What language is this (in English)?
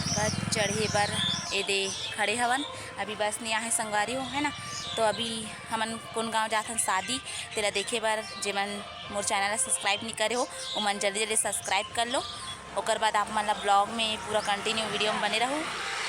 Chhattisgarhi